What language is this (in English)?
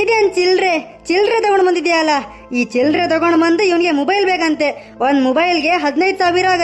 Kannada